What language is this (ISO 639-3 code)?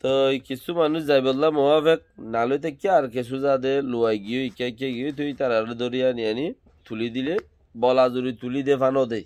rhg